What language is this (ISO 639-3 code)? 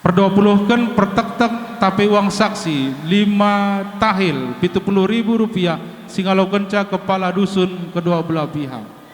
btx